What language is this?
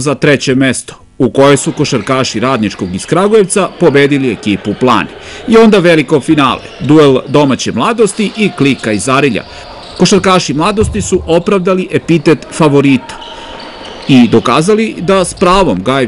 Serbian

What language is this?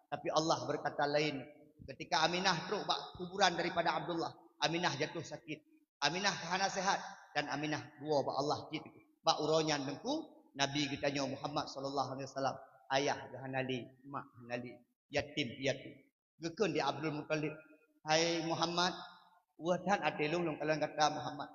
Achinese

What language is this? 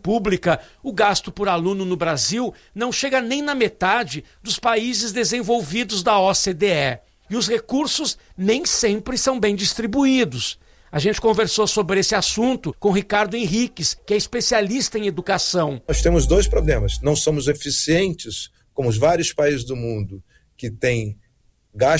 Portuguese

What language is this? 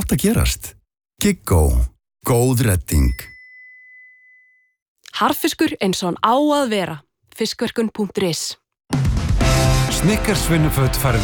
Icelandic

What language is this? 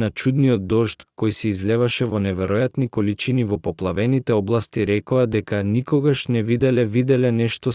Macedonian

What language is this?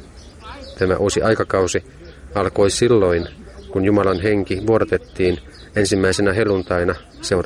Finnish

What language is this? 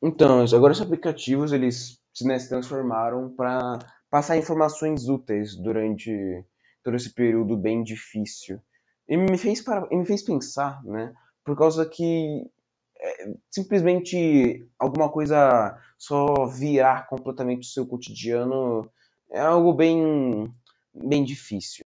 Portuguese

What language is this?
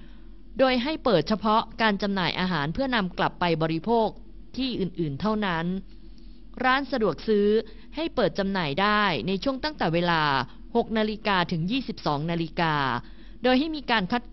Thai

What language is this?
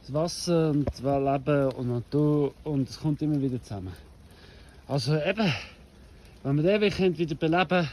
Swiss German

